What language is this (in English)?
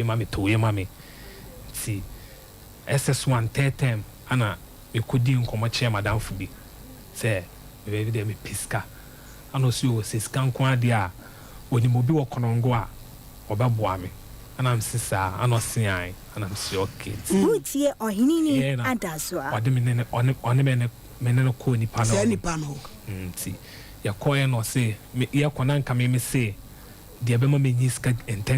Akan